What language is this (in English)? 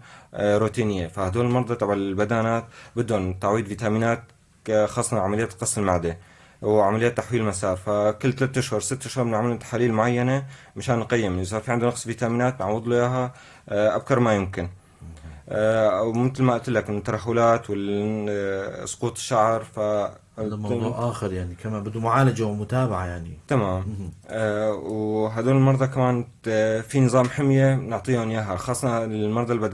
North Levantine Arabic